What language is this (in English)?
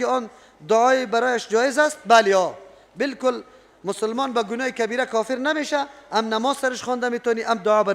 Persian